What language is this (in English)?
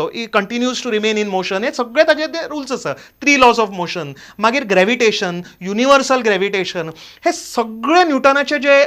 Konkani